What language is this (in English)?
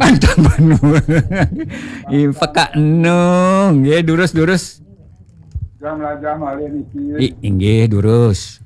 Balinese